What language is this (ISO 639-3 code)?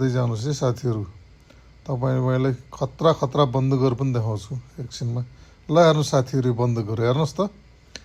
nep